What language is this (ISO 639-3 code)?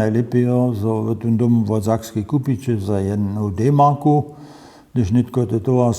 hsb